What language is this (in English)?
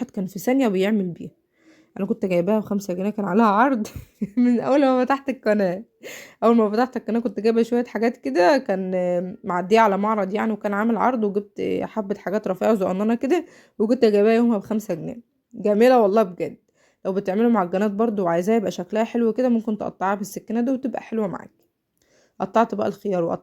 Egyptian Arabic